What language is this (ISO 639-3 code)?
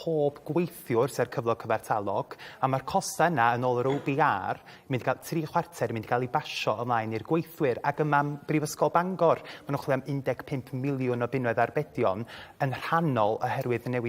cym